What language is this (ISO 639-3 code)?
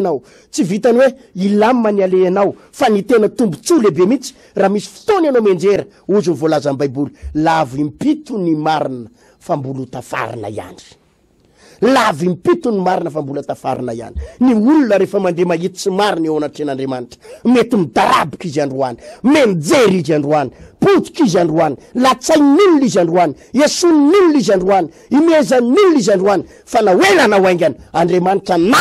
mlg